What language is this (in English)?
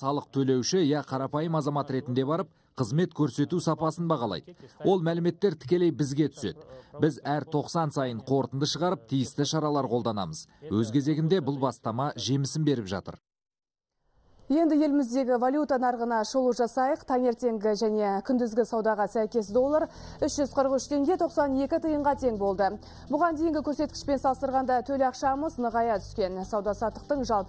Kazakh